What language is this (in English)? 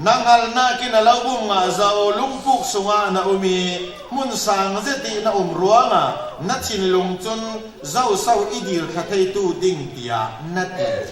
Falam Chin